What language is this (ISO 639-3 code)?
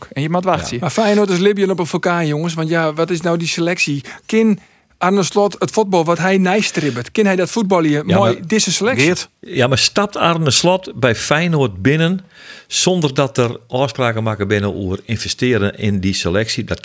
fry